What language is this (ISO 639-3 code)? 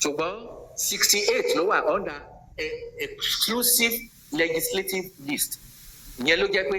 yor